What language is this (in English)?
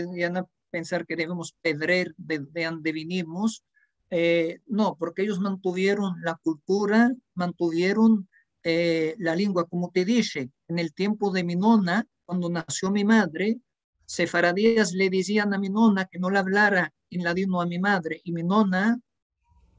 Ladino